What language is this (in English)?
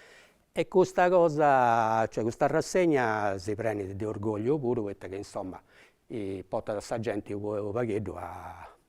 Sardinian